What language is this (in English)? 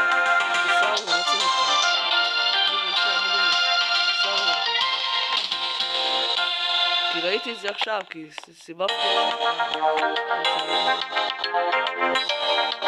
Hebrew